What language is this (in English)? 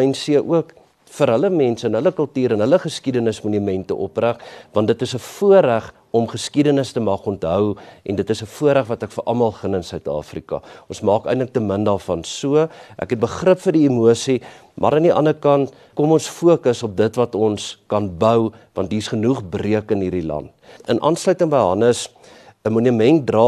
Afrikaans